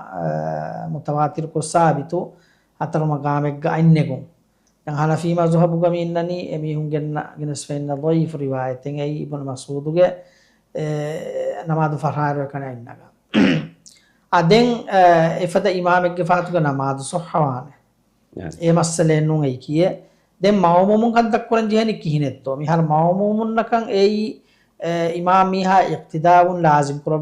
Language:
Divehi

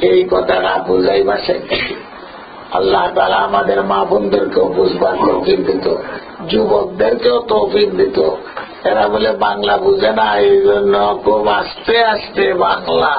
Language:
Sylheti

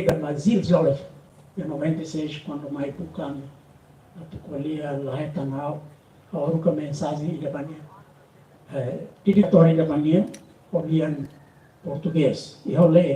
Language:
Tetum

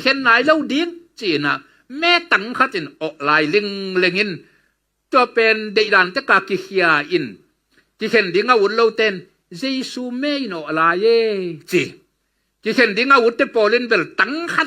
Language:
Tedim Chin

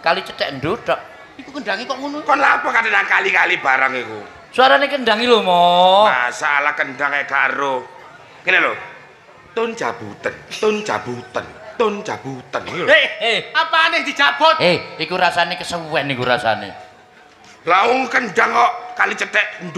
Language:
Javanese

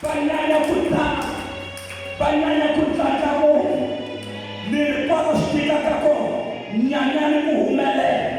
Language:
Tsonga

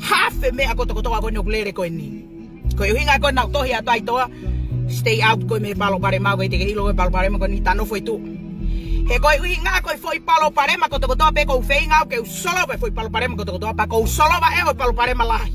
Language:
Tongan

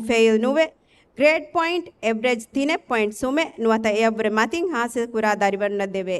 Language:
Divehi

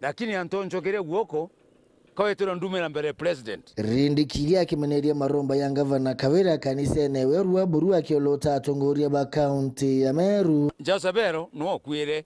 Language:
Meru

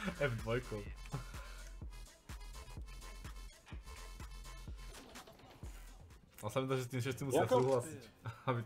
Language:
Slovak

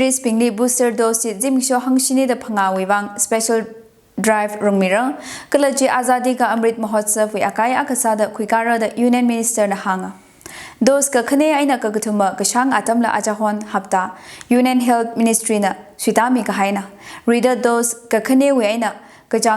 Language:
Tangkhul Naga (India)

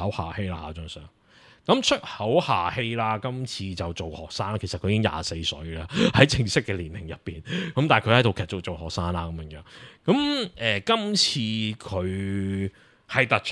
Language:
Cantonese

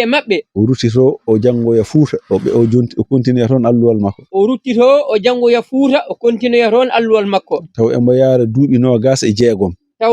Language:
Fula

